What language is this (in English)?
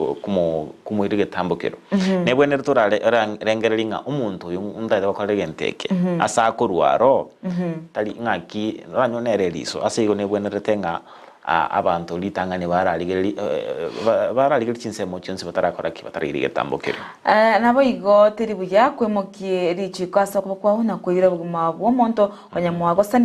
Gusii